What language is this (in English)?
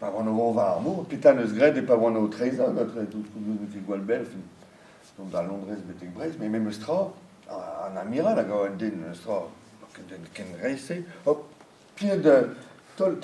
Breton